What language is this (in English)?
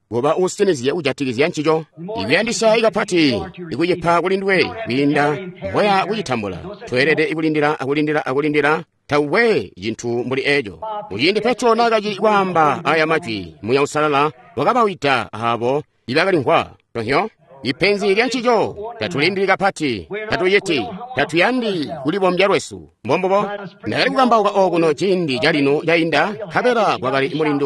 Tonga (Zambia)